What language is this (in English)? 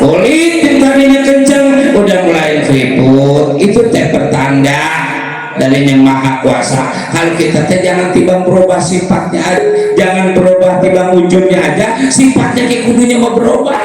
Betawi